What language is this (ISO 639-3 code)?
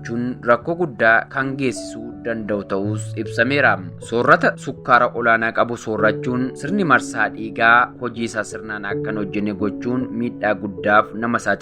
orm